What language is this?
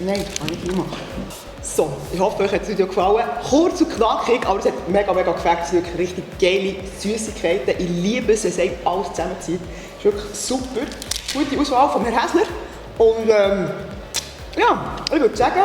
Swiss German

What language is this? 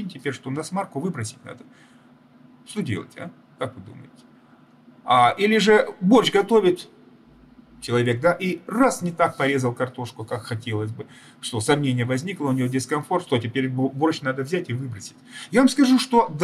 Russian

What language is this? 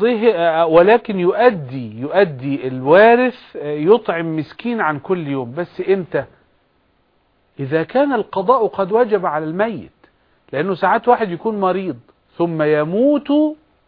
Arabic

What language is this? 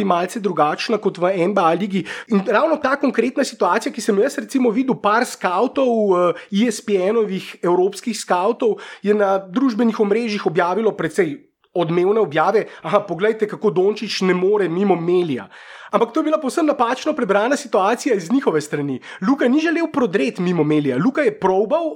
Slovenian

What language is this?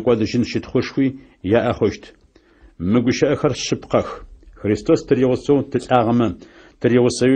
Adyghe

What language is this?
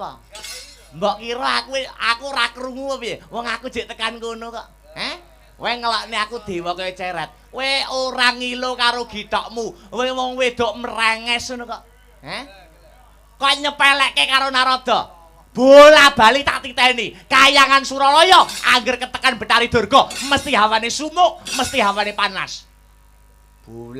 Javanese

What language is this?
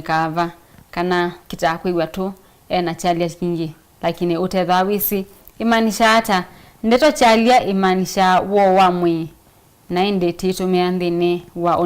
Kamba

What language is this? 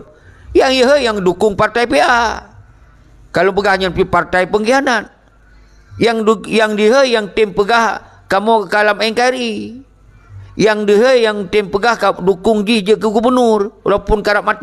Achinese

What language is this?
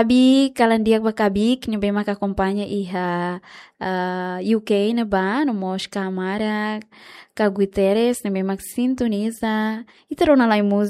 Tetum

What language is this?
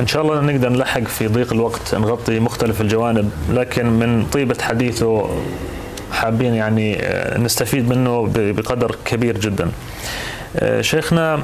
North Levantine Arabic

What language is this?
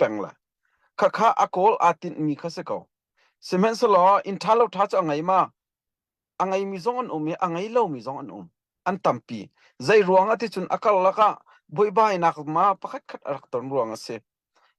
Hakha Chin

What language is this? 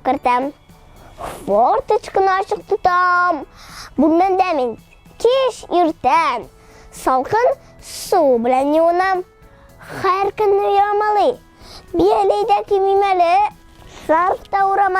Tatar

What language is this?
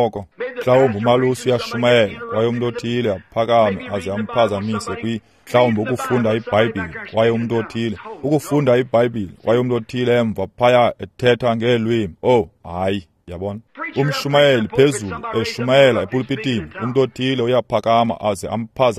Xhosa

